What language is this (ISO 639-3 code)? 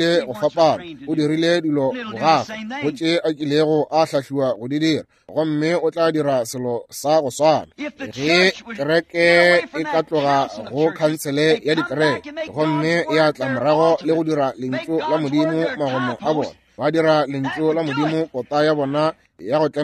nso